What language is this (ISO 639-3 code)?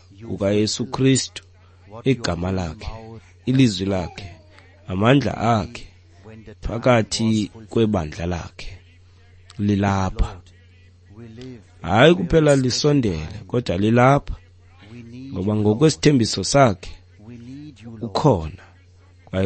xho